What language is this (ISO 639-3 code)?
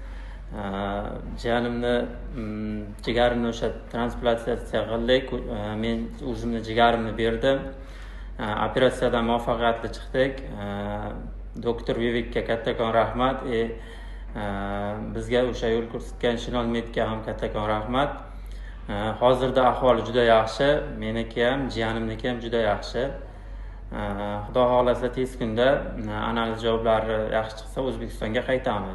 uzb